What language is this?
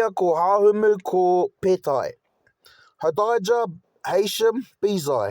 Māori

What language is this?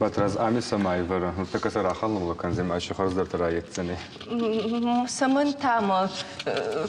Ossetic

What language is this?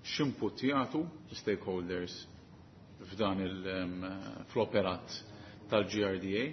Maltese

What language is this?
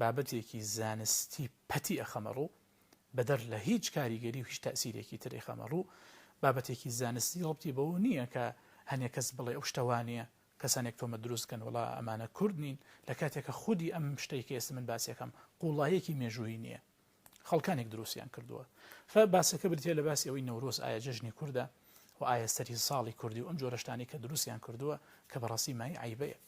Central Kurdish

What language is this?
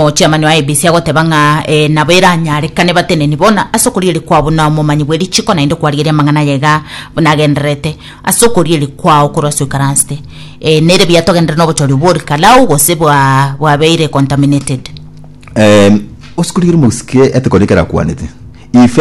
Gusii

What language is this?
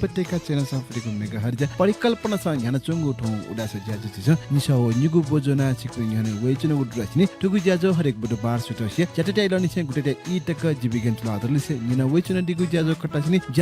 Newari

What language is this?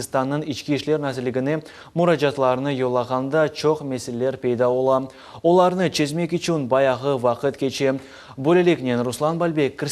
Crimean Tatar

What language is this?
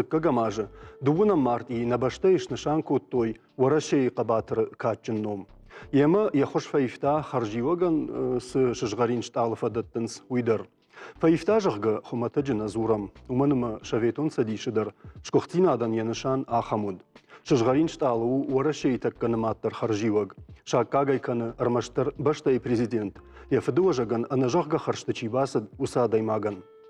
Ossetic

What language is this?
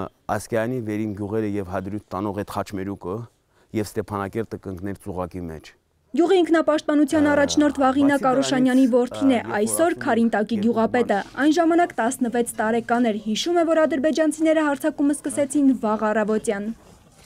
Armenian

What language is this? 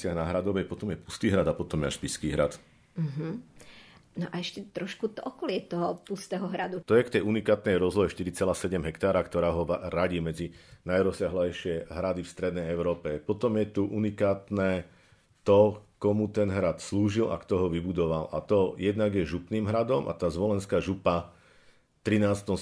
Slovak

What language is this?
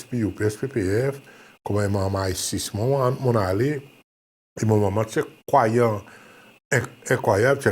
Seselwa Creole French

